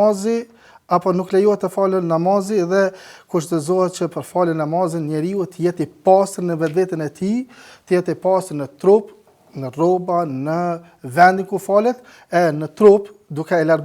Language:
Albanian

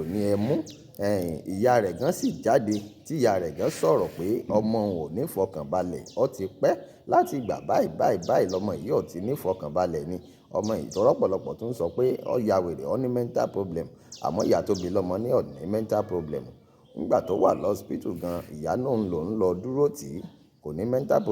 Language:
Yoruba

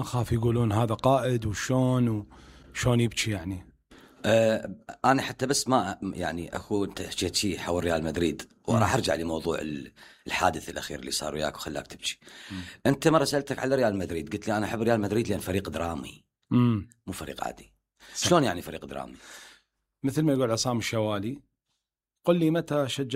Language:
Mesopotamian Arabic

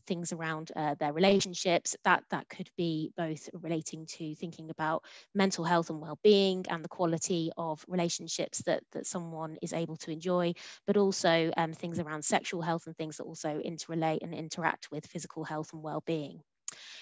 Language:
English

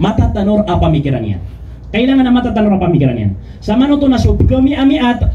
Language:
Maranao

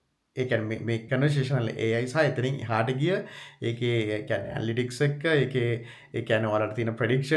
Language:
Sinhala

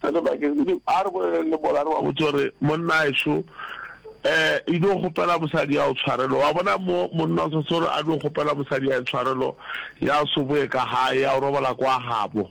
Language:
Northern Sotho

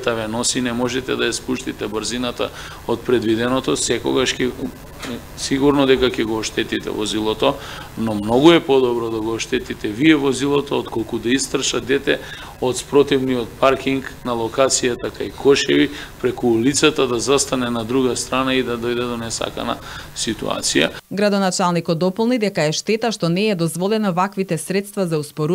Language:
Macedonian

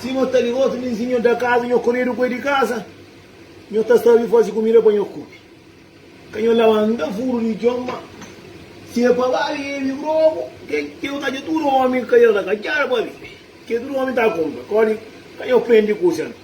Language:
Kabuverdianu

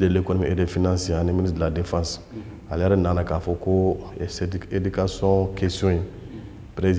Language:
Bambara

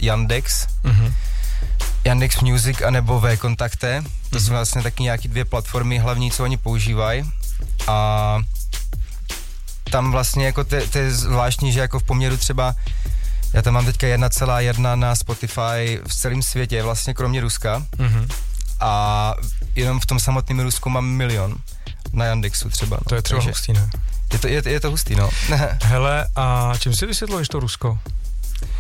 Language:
Czech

